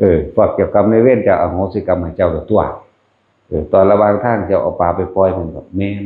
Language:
Northeastern Thai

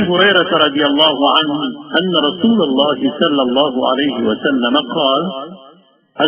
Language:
Maranao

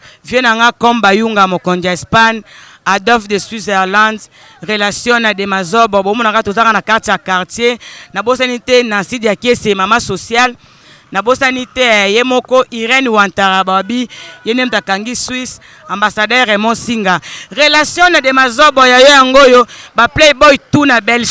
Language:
Lingala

